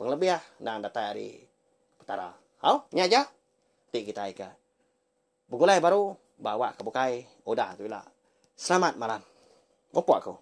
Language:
Iban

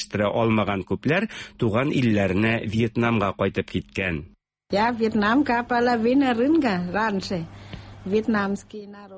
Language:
Tatar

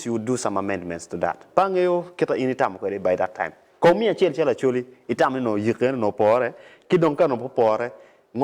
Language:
Acoli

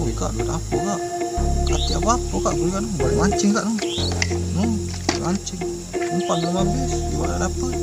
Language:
Musi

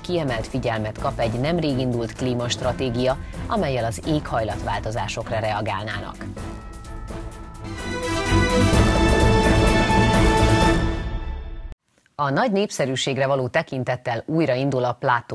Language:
Hungarian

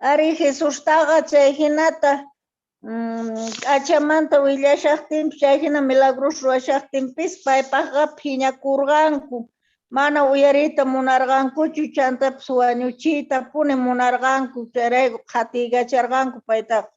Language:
Quechua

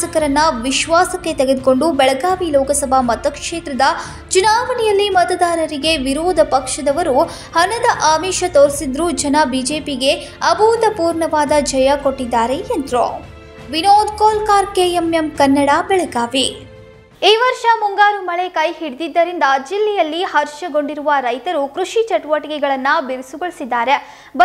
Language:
Kannada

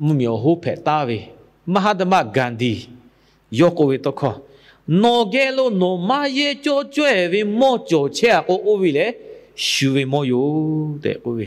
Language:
Lahu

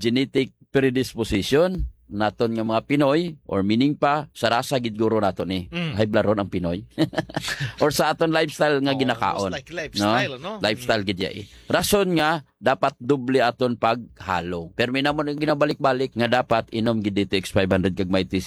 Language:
Hiligaynon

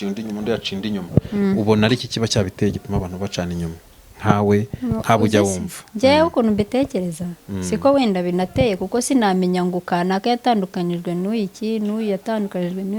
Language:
Kinyarwanda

